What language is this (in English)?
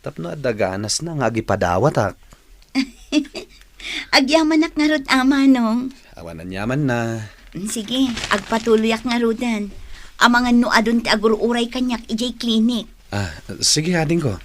Iloko